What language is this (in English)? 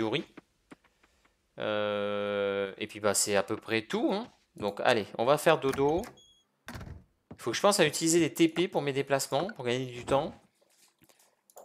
French